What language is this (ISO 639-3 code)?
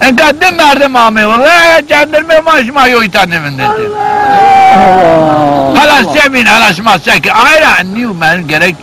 zza